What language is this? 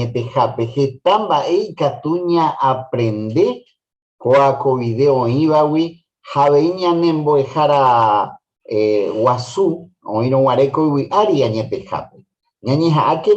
Guarani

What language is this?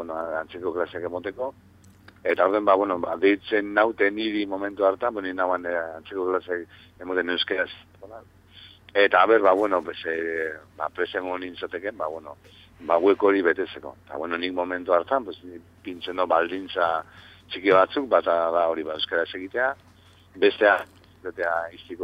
Basque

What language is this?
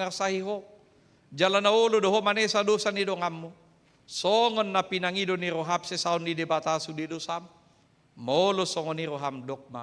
Batak Toba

